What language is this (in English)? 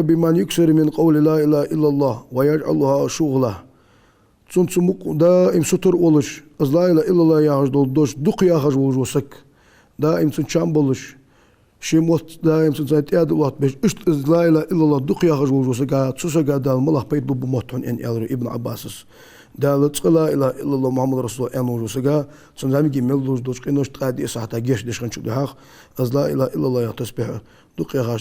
Ingush